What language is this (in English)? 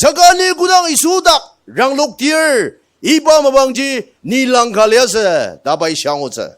Ao Naga